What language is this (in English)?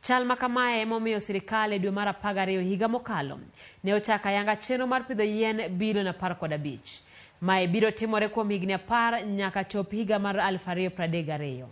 Luo (Kenya and Tanzania)